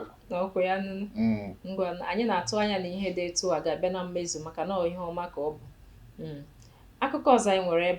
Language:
Igbo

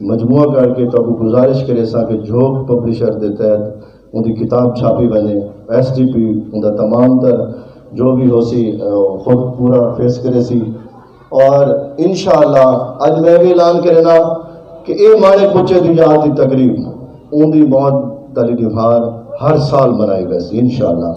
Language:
Saraiki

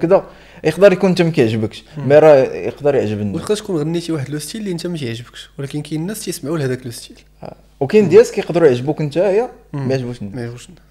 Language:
Moroccan Arabic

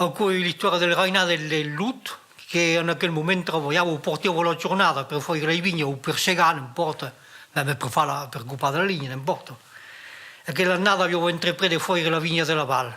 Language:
Occitan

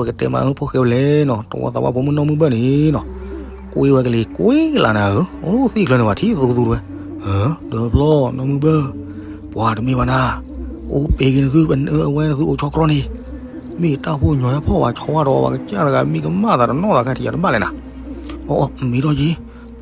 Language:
S'gaw Karen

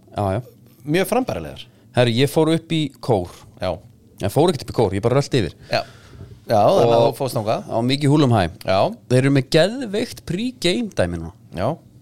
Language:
Icelandic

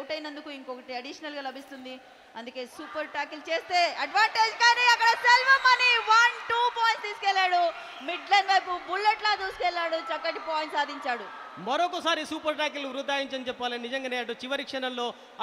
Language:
Telugu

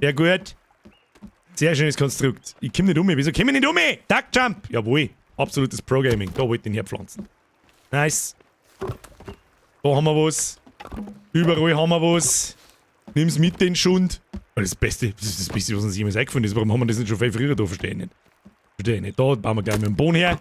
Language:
Bavarian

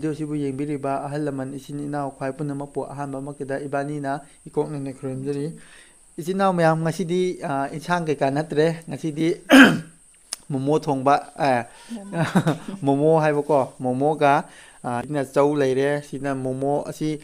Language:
Manipuri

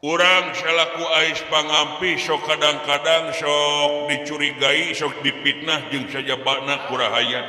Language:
Sundanese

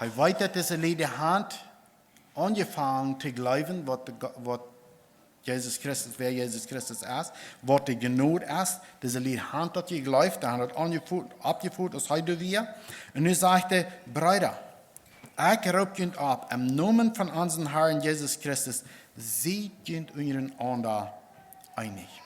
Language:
Plautdietsch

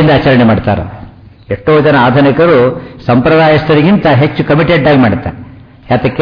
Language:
Kannada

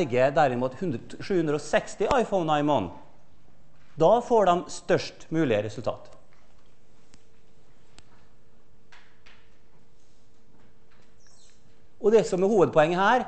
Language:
Norwegian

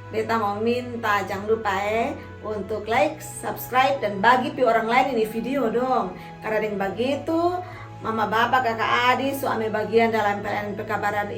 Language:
Kupang Malay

